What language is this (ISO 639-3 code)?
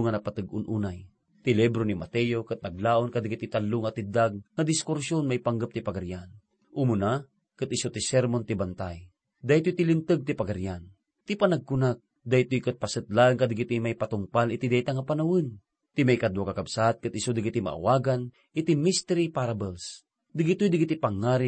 ilo